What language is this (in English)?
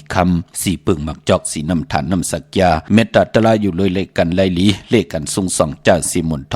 Shan